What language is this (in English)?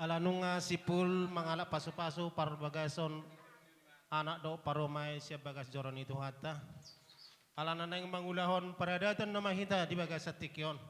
Batak Toba